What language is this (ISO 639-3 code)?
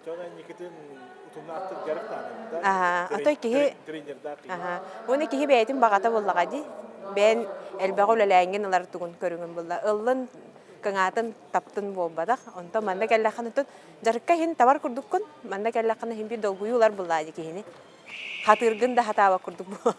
sah